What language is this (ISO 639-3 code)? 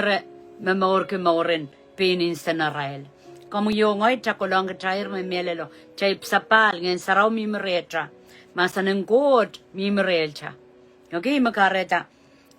pon